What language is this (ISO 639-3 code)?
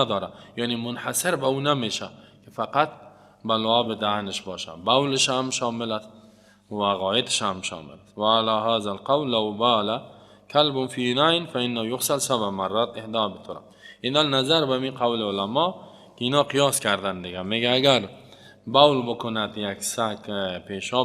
fas